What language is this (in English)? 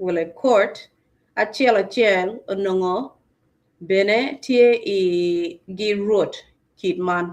Acoli